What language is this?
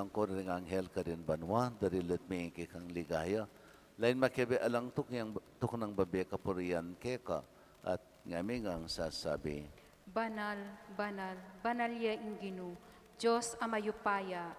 Pampanga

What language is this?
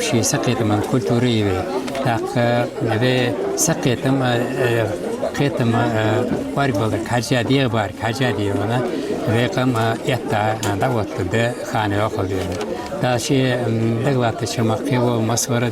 Ingush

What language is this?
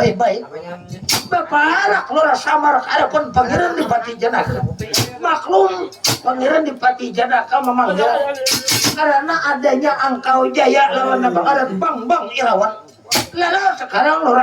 Banjar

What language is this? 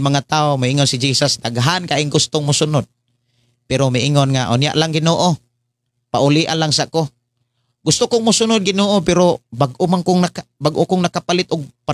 Cebuano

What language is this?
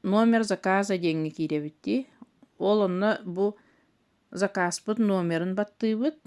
Yakut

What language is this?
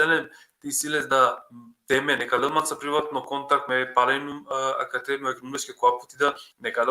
Balkan Romani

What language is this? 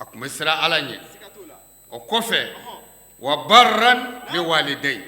Bambara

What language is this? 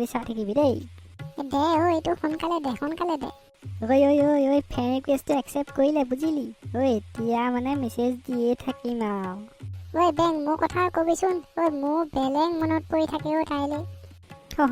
Assamese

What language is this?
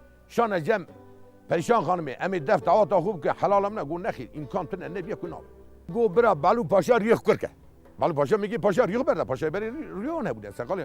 Kurdish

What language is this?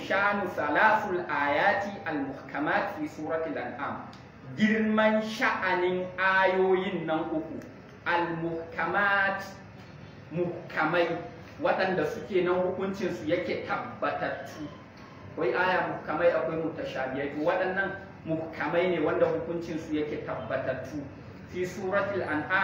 Hausa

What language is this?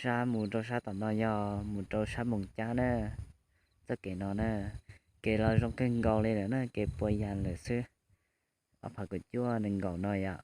Hmong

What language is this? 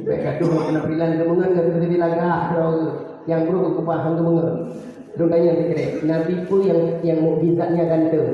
Achinese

